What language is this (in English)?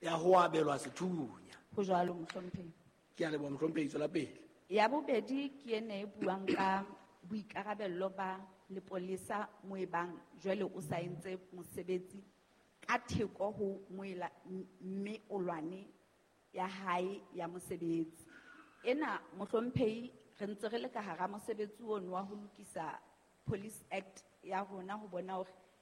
Southern Sotho